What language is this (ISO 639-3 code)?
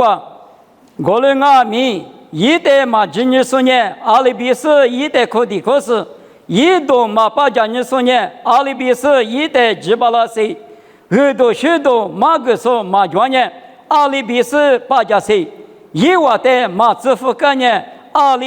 lis